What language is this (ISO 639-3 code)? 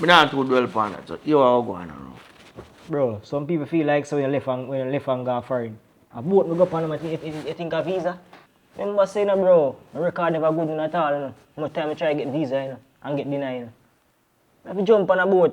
jam